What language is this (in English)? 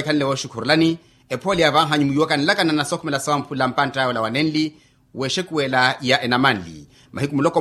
Makhuwa